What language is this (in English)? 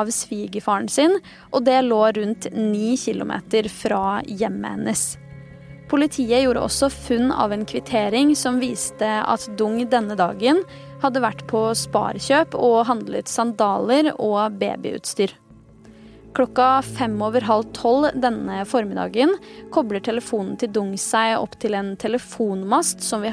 Norwegian